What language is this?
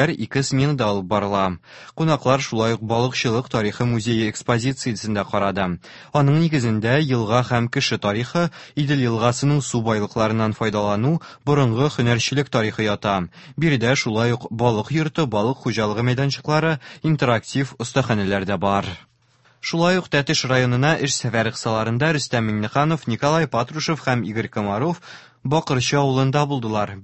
Tatar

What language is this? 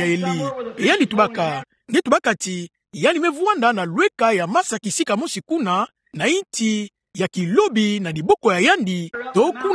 Kituba (Democratic Republic of Congo)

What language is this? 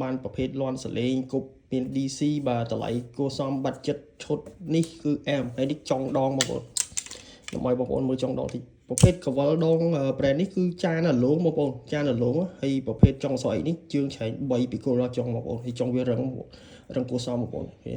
Khmer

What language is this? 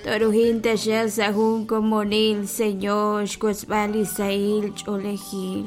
Kekchí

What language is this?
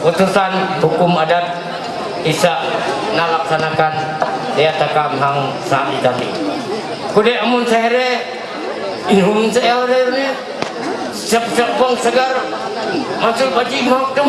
Ma'anyan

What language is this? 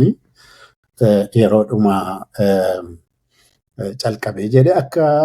Oromo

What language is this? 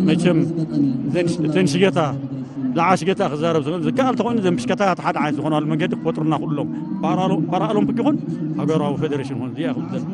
Tigrinya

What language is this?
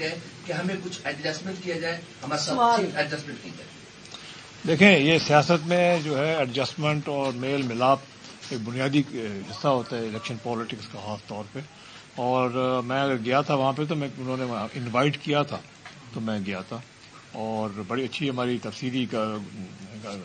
Urdu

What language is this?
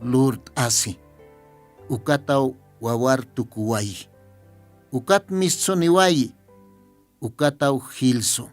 Aymara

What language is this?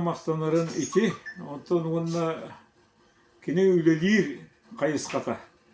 Yakut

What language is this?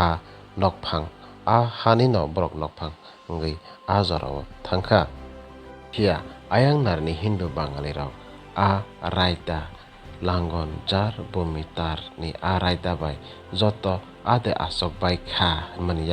Kok Borok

